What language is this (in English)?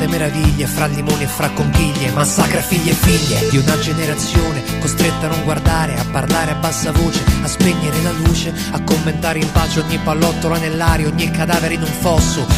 Italian